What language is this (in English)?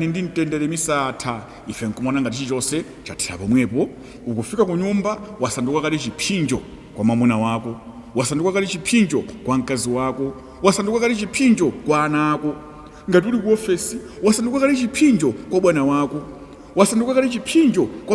Nyanja